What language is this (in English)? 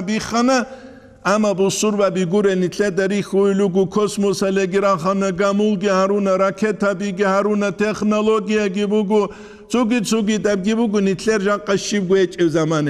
Avaric